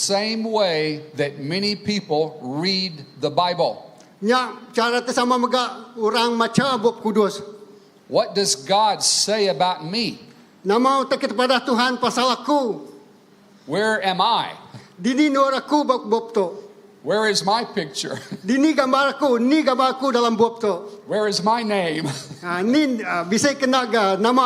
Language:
Iban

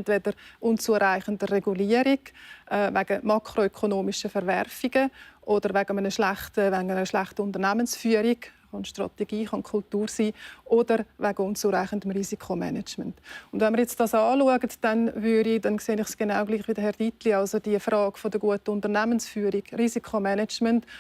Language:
Swiss German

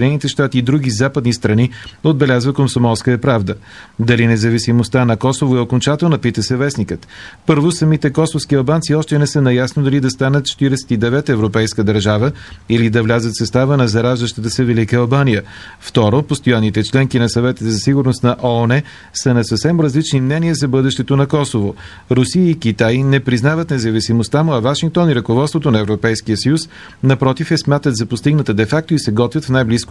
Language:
Bulgarian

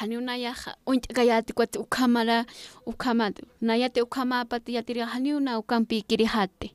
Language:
Aymara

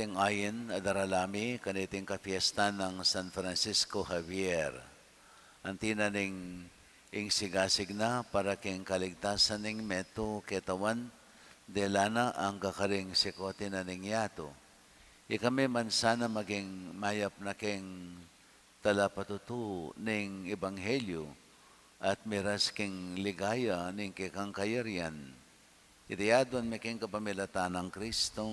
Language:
Pampanga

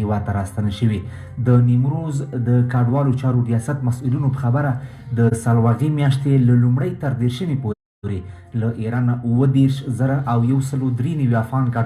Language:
Pashto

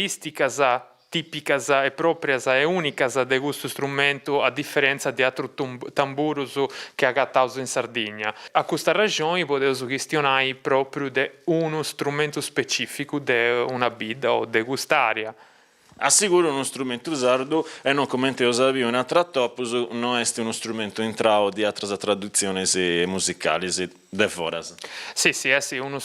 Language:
Sardinian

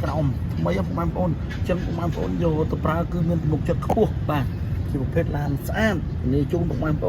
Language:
Khmer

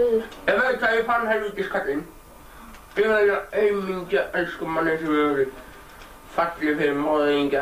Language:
Icelandic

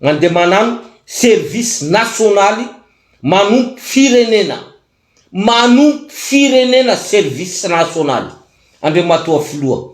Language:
Malagasy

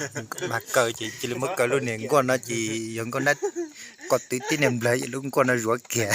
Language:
Hmong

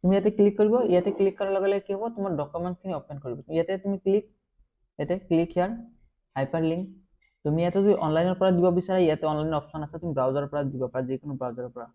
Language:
Assamese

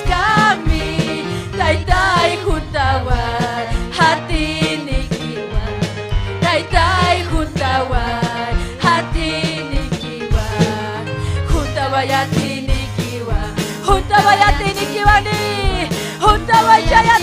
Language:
Ayacucho Quechua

